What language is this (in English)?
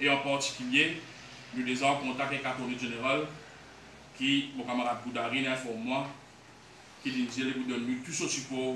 Morisyen